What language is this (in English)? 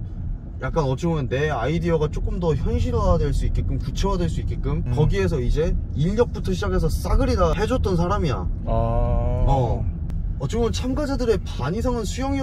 Korean